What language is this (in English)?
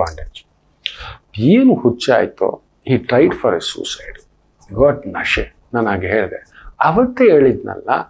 Kannada